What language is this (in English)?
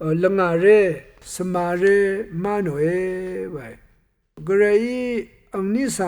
Rawang